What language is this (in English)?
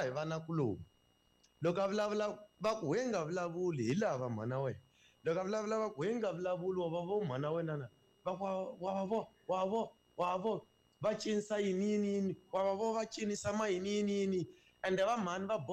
Tsonga